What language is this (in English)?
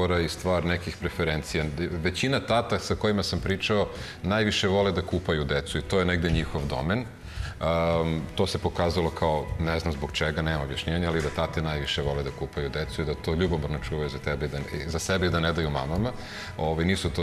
Serbian